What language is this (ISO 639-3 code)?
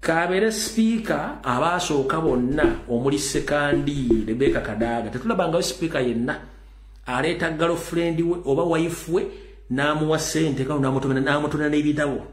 lug